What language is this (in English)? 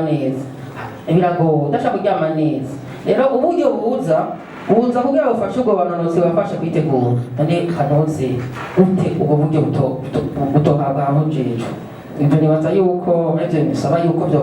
Rundi